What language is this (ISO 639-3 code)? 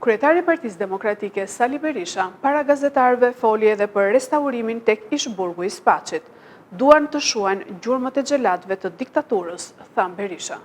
sqi